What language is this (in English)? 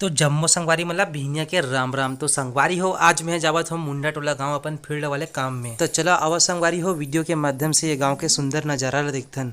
Chhattisgarhi